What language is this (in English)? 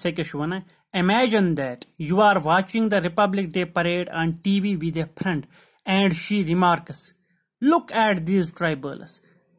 Kashmiri